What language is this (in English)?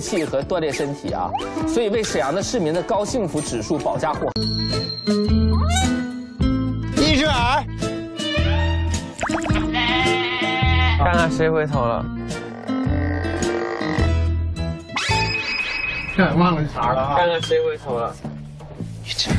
Chinese